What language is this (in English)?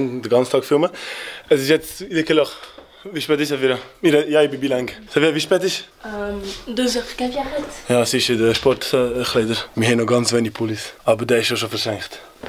Swiss German